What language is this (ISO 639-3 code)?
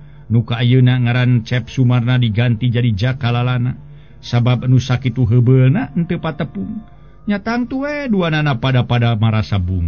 sun